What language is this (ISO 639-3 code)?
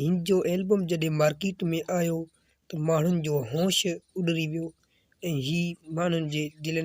snd